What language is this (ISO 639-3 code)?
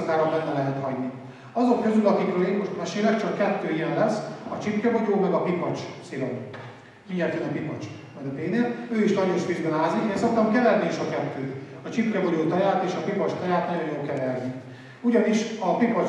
hun